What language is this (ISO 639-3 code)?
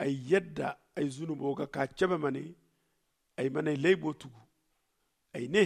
dje